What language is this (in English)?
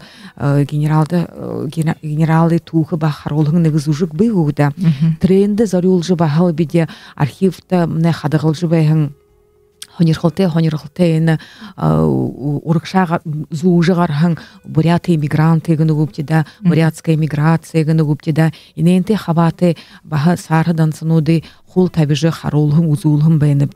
Buriat